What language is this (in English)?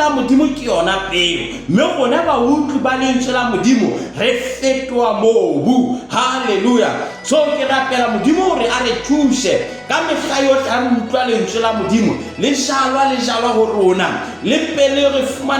Southern Sotho